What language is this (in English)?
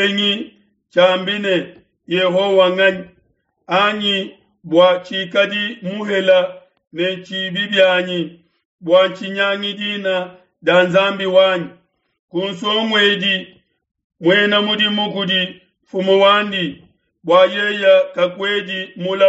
Luba-Lulua